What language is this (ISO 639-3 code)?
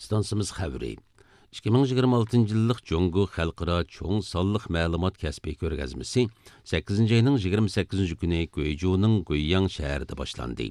uig